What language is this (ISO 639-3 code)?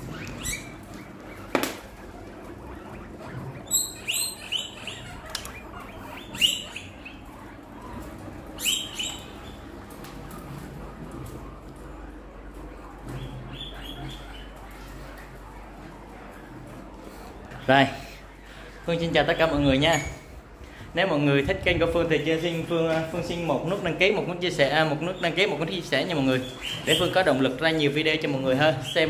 vie